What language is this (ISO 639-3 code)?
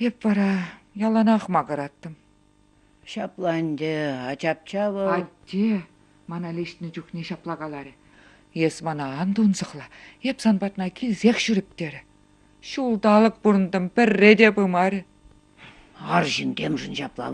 chv